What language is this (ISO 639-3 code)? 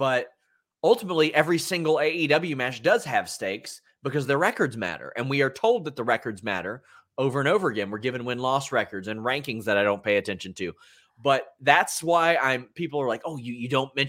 eng